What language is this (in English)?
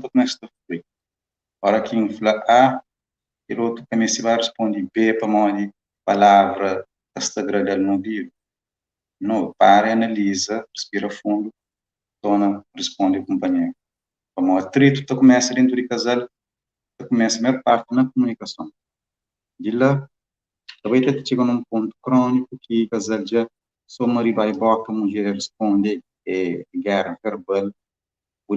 Kabuverdianu